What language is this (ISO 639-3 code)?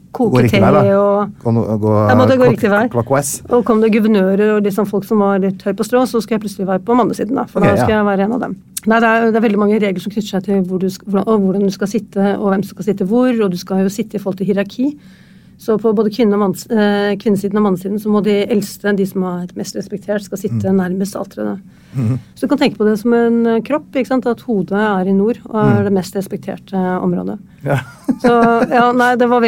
nor